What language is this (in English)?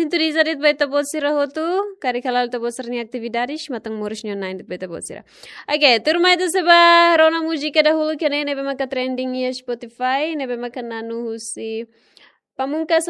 Tetum